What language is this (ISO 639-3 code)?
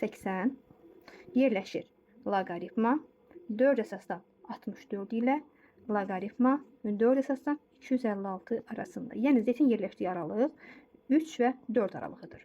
aze